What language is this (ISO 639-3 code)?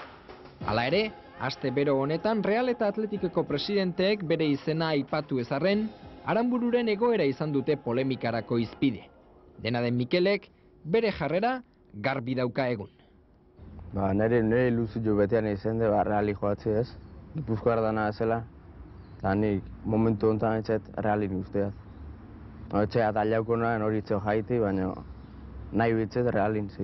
eus